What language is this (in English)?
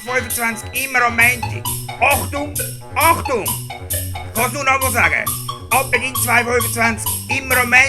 Swiss German